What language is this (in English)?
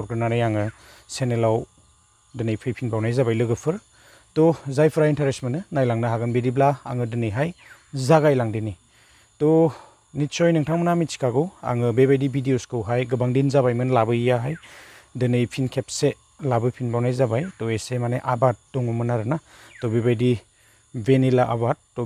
Bodo